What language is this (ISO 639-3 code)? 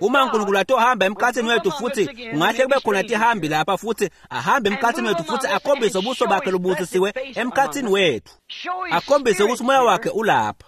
ssw